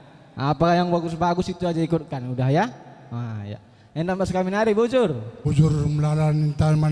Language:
Batak Karo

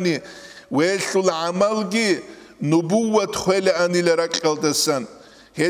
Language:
Avaric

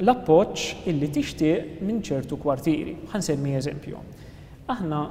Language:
Maltese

